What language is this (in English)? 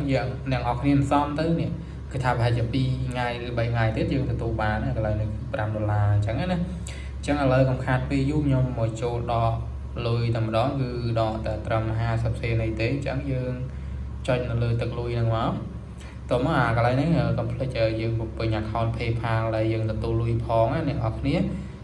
Khmer